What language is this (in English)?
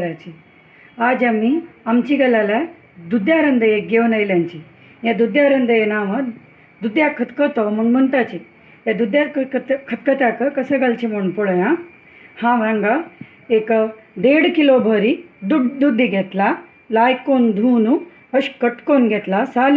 Konkani